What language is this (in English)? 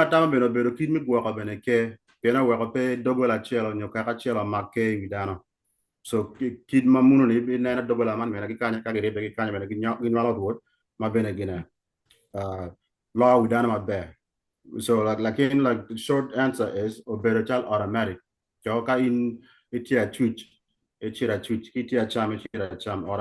Acoli